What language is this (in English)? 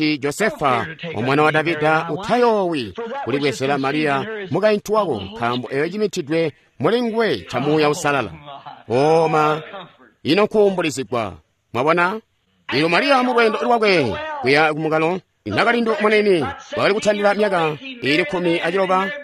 Tonga (Zambia)